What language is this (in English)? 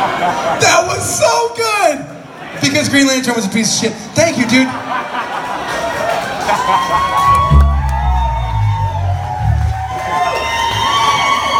English